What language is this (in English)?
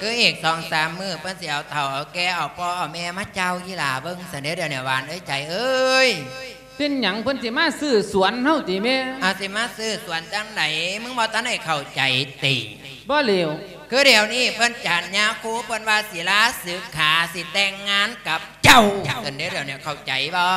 Lao